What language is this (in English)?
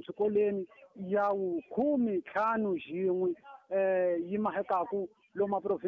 Tsonga